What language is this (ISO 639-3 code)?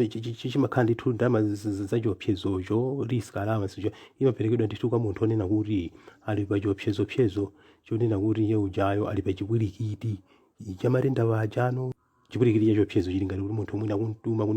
nya